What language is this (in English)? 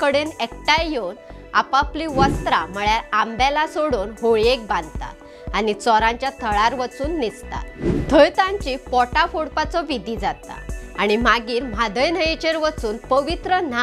Konkani